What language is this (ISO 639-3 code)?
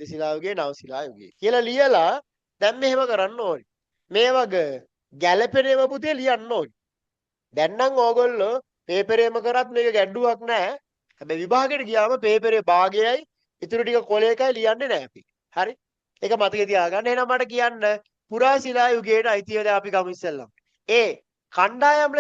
sin